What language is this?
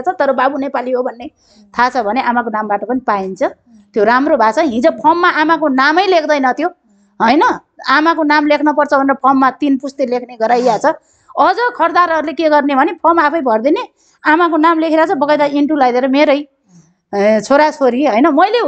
Nepali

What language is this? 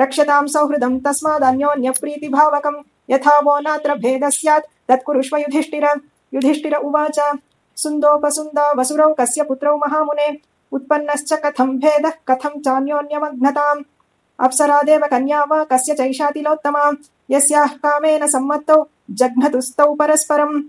Sanskrit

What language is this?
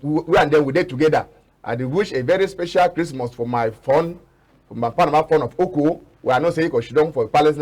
Cameroon Pidgin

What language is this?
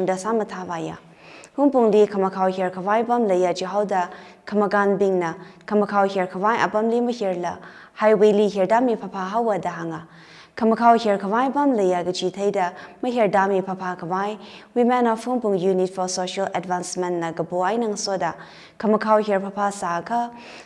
Tangkhul Naga (India)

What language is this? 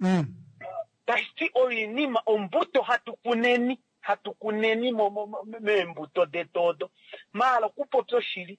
Kuanyama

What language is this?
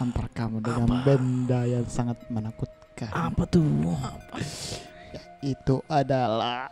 Makassar Malay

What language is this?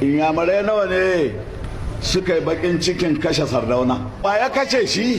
Hausa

